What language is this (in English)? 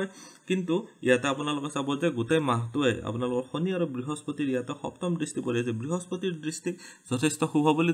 Assamese